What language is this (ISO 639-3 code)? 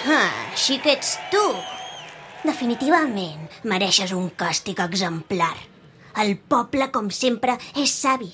cat